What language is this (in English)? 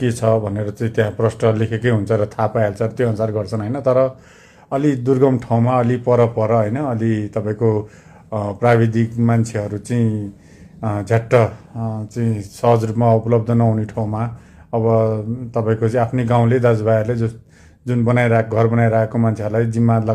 Nepali